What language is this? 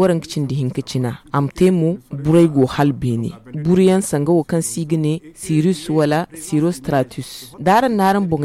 Zarma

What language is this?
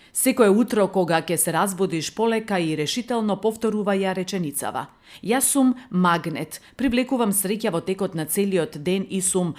Macedonian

